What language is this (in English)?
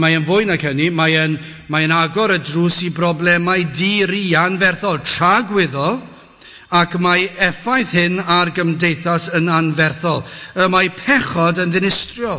Welsh